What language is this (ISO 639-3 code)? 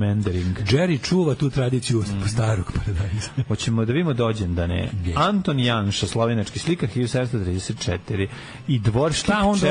srp